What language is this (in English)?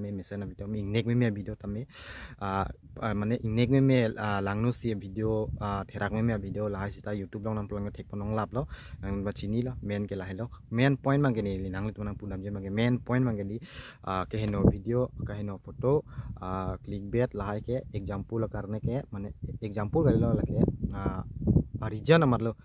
Karbi